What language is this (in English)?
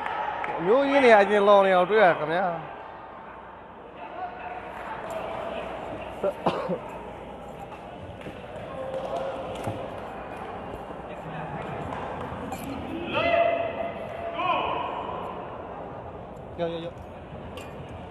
Burmese